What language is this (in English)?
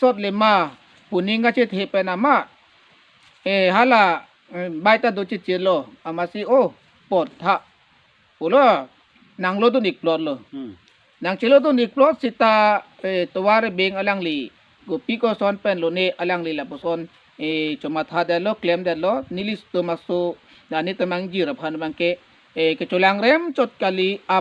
Karbi